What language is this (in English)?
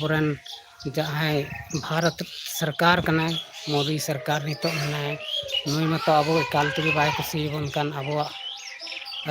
Santali